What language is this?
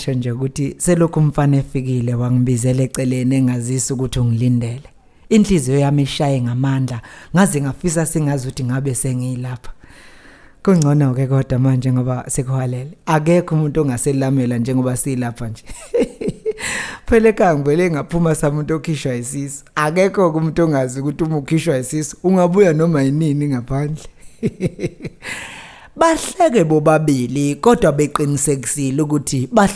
Zulu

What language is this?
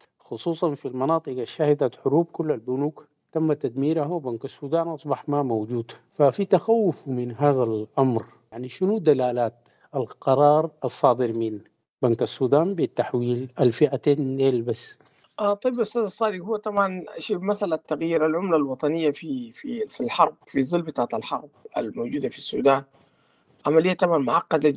Sudanese Arabic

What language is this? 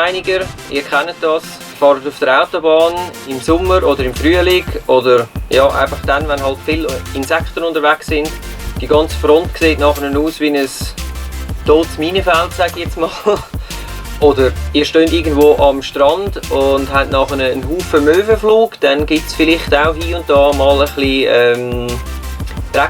Swiss German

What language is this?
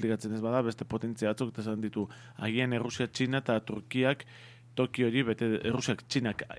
Basque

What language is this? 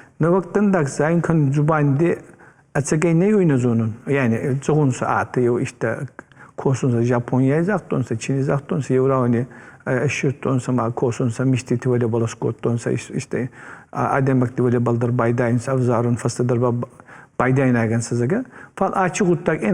Ossetic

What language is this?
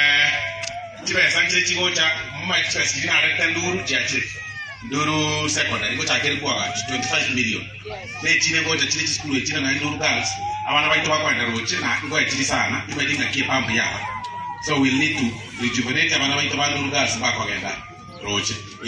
Gusii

